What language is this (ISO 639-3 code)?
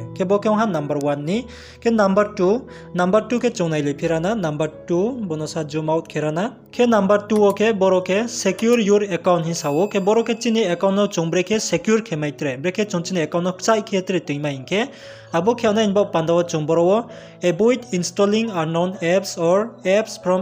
ria